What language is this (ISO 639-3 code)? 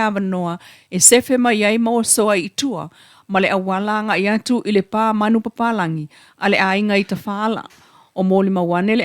smo